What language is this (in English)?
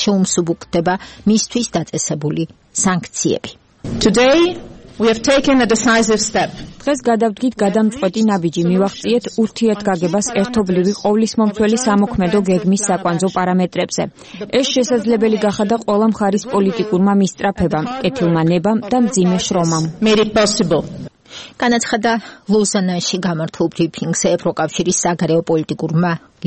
Georgian